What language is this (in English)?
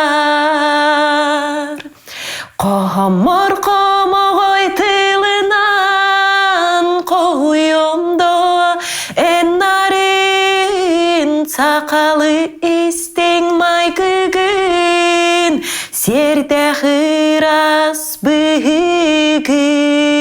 Yakut